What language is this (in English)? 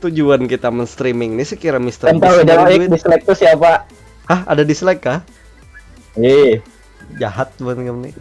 Banjar